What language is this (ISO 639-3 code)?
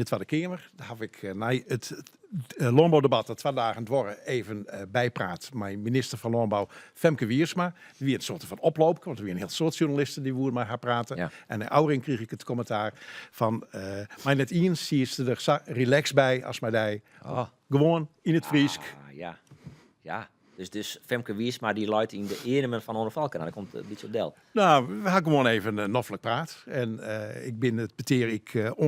fry